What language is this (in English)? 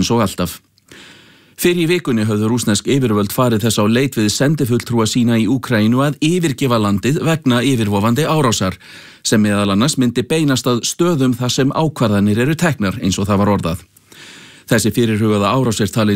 Icelandic